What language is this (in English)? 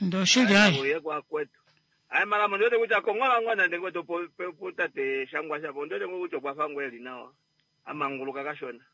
Kuanyama